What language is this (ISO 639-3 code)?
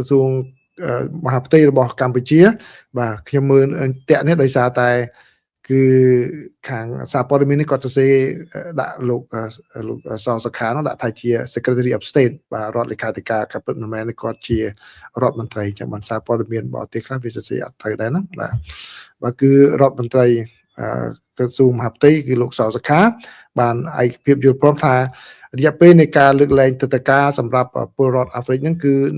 khm